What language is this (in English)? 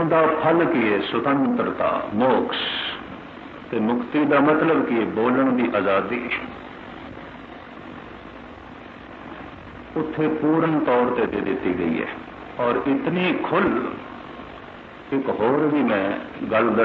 Punjabi